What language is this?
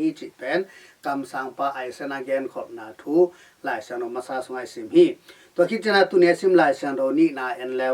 Tedim Chin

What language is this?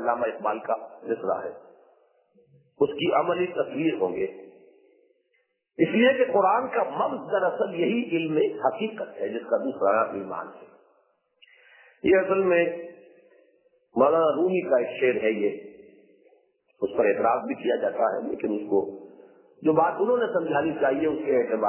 Urdu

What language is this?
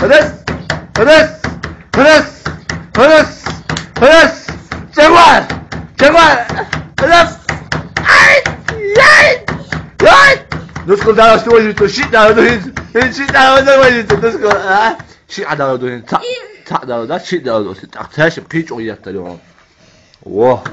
Chechen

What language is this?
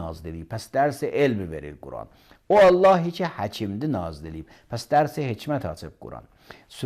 Azerbaijani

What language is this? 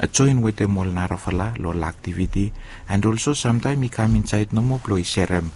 Bislama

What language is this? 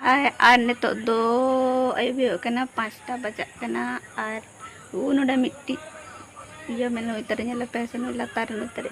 Santali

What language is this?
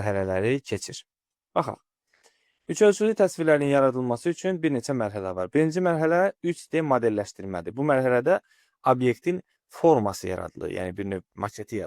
Azerbaijani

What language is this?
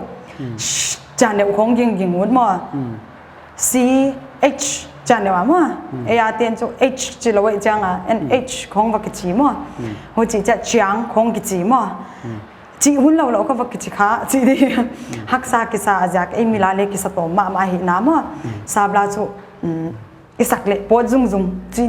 Paite Chin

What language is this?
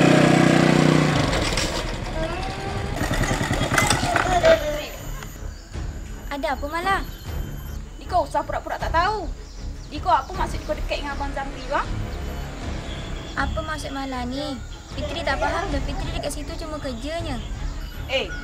Malay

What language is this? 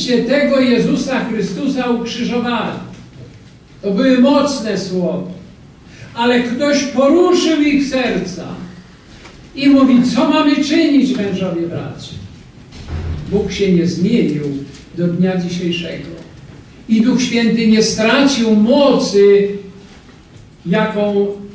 Polish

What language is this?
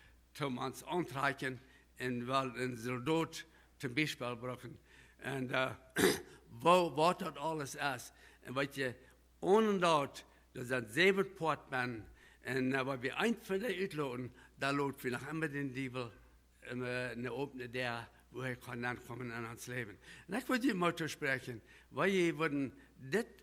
Plautdietsch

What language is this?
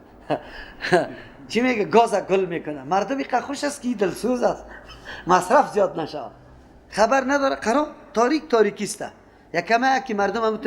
Persian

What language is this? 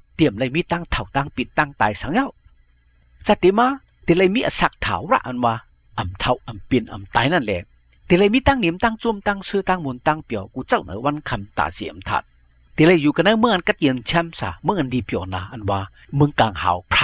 Shan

